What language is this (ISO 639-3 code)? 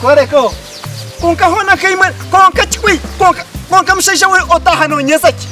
nyn